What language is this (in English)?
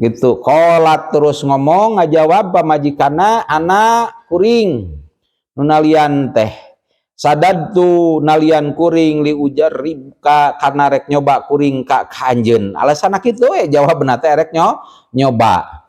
Sundanese